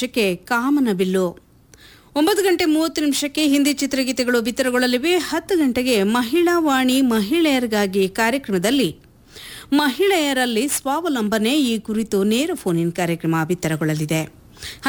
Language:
Kannada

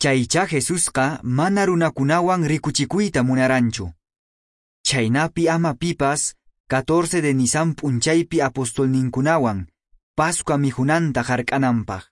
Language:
Quechua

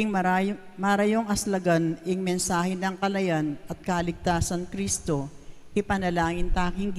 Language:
Pampanga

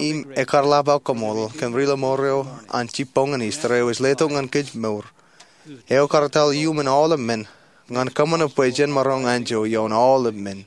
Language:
Marshallese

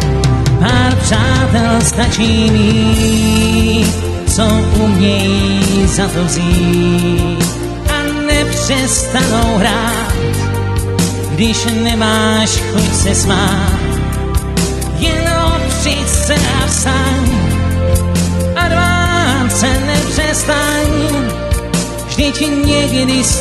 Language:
Czech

